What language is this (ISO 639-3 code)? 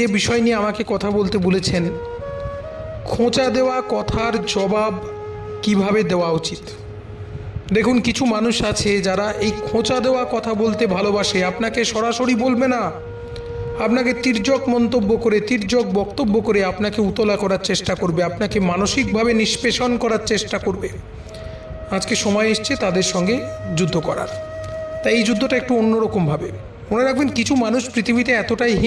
ben